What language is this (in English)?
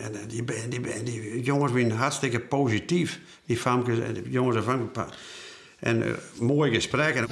Western Frisian